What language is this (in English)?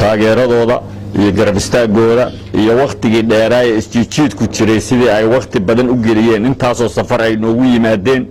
Somali